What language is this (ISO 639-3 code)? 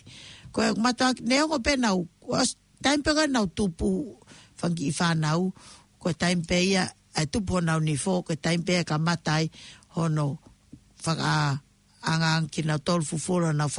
ton